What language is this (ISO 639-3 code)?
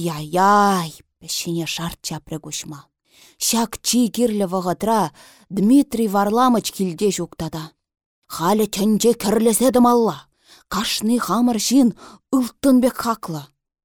chv